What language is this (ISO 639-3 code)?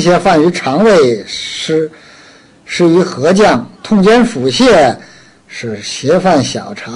zho